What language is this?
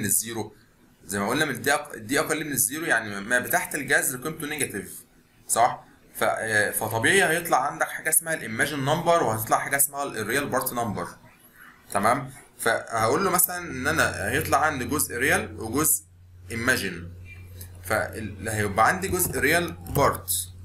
Egyptian Arabic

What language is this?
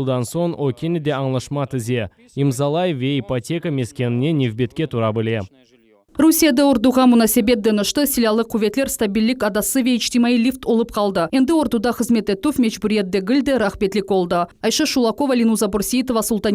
Crimean Tatar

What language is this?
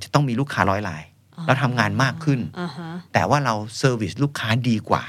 Thai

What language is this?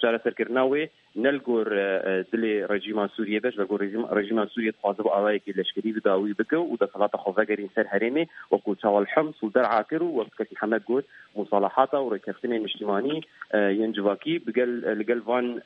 Kurdish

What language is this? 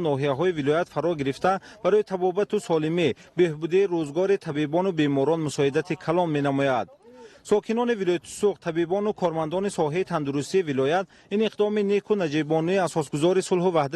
Tajik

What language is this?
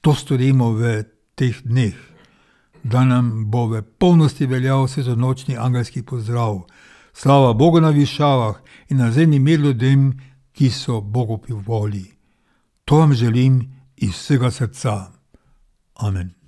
Slovenian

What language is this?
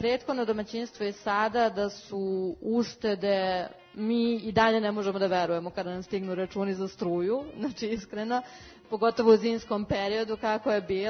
Serbian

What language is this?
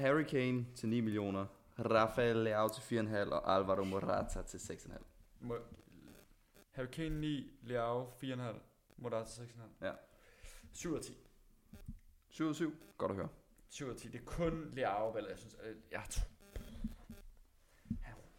Danish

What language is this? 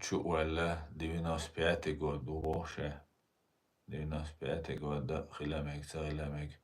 Chechen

